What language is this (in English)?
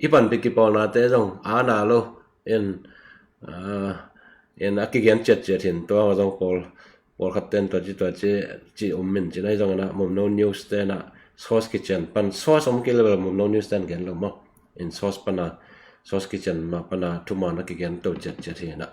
Tedim Chin